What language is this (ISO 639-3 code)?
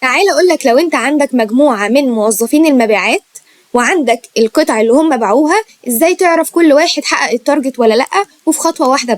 arz